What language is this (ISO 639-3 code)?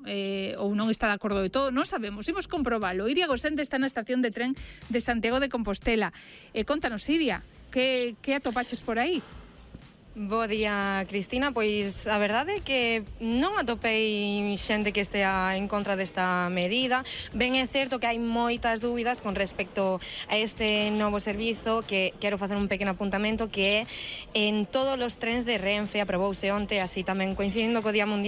glg